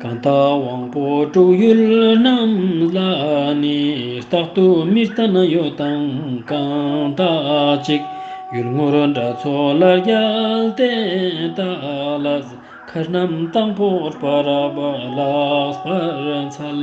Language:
Ladakhi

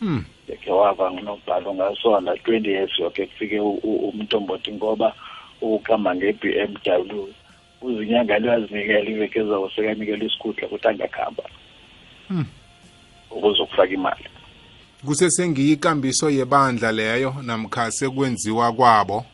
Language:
South Ndebele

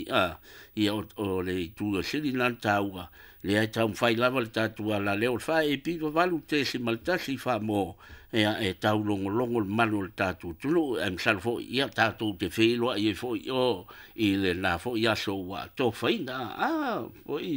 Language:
Samoan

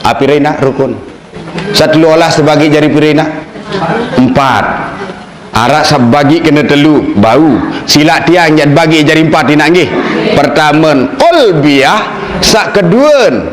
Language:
Sasak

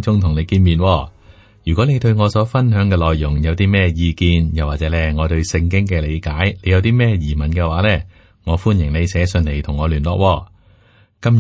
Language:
Cantonese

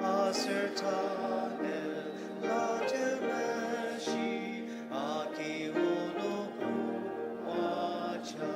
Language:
Ao Naga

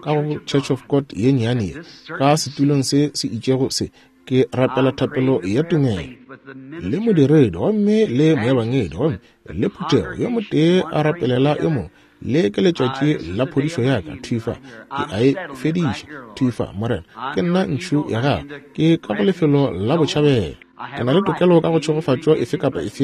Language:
Northern Sotho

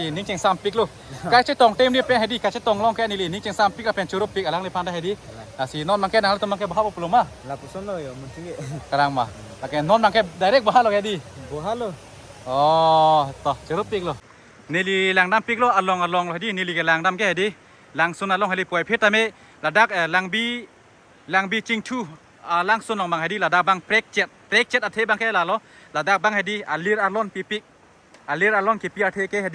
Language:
Karbi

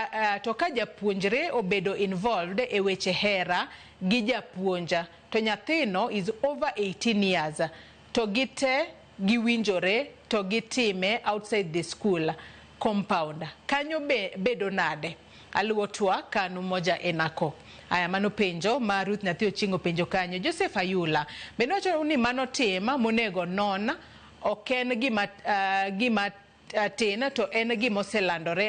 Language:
Luo (Kenya and Tanzania)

